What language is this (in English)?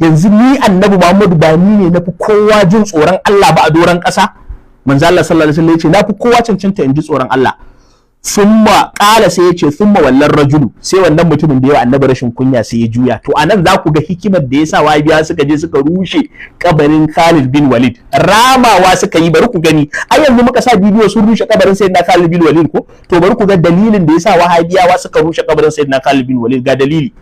Hausa